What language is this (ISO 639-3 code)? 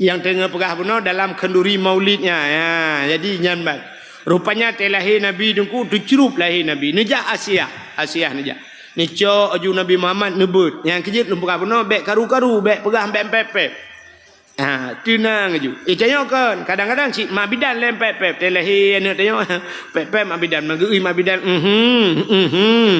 ace